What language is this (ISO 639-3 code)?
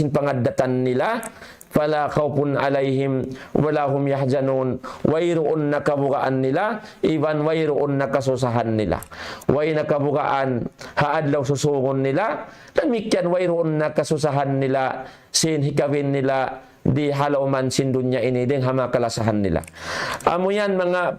tsg